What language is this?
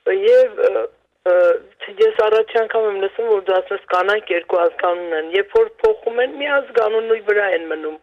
Armenian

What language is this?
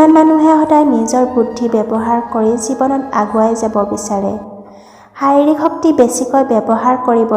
Assamese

